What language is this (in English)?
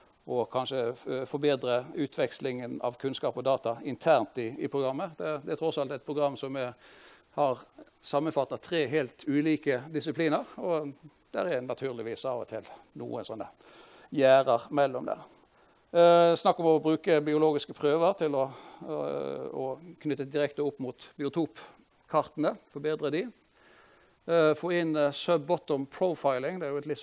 Norwegian